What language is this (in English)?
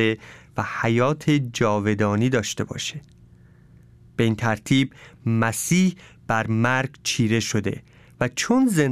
Persian